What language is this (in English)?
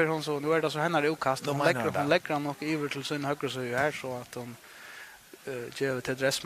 Faroese